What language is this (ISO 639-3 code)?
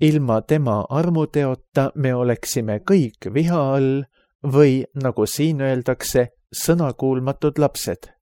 est